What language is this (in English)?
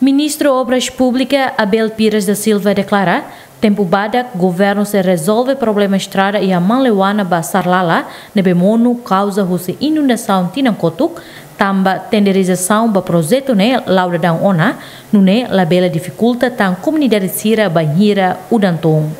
Tetum